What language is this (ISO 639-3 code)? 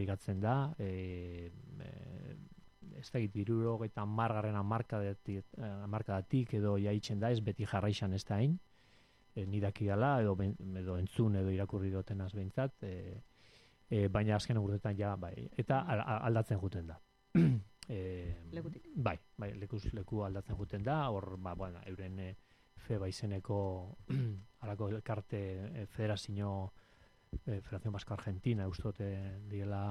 eus